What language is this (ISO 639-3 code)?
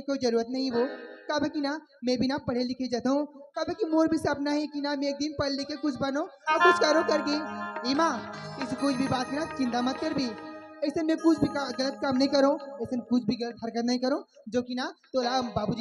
hne